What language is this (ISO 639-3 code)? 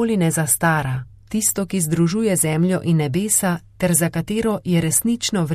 slv